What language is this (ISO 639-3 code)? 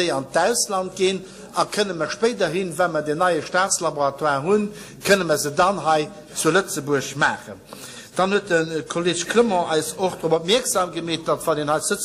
ltz